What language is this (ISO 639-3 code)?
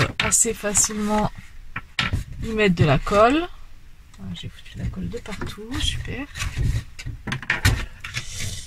fra